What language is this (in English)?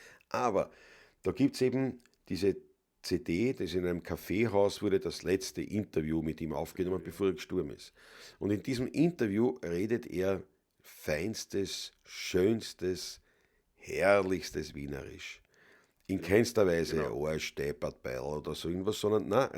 Bavarian